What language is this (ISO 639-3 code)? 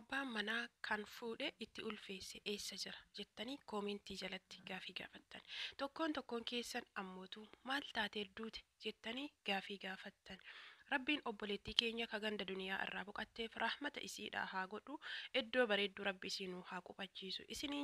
orm